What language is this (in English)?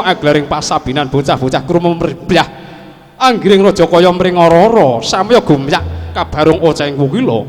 Javanese